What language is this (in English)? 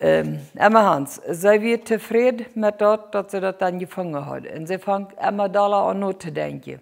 Plautdietsch